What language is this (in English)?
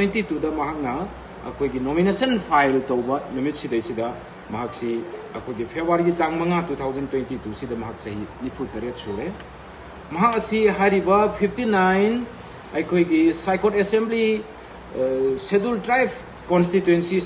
Manipuri